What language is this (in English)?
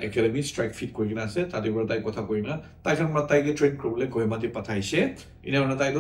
Naga Pidgin